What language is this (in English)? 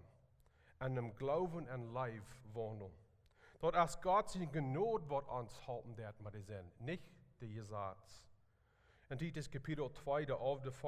Plautdietsch